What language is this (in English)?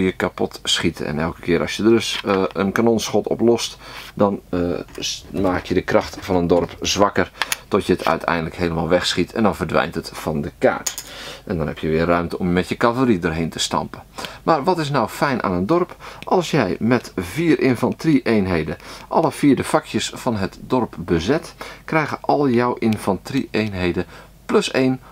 Dutch